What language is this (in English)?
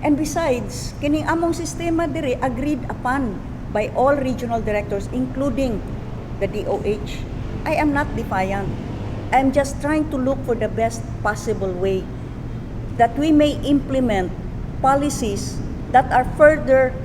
Cebuano